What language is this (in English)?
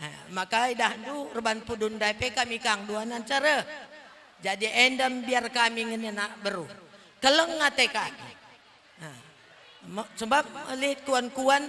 Batak Karo